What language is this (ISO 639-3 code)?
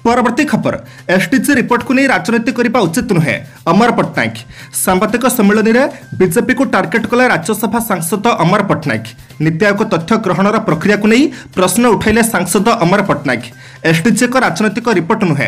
ori